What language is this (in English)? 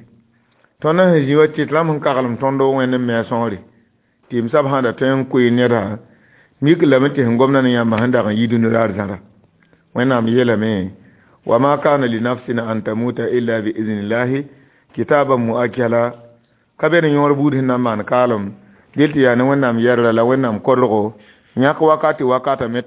Mossi